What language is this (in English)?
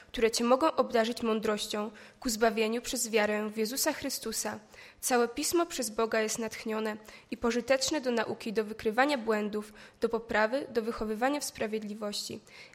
Polish